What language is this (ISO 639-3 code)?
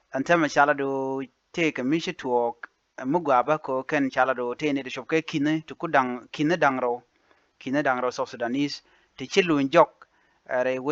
nus